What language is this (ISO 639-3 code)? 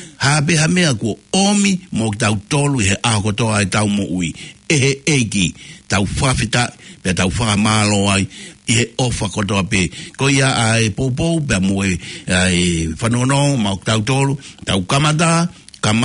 ton